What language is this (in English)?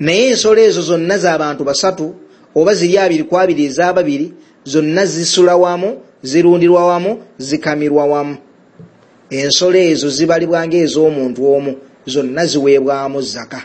Ganda